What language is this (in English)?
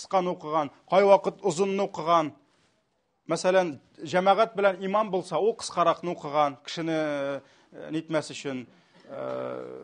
Tatar